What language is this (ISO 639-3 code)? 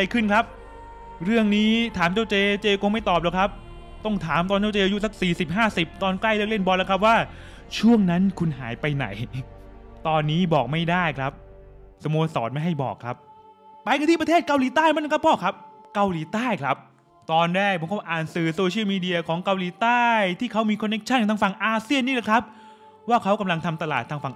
tha